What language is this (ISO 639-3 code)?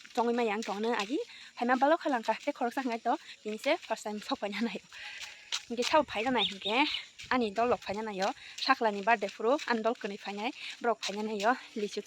trp